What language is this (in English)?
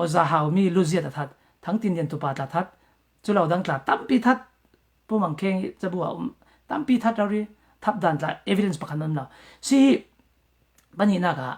Falam Chin